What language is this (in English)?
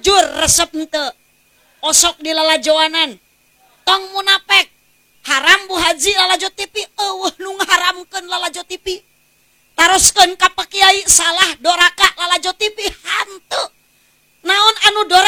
Sundanese